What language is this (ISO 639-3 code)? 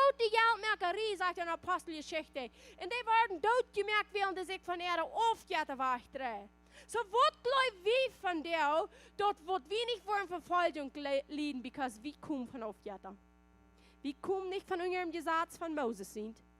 pdt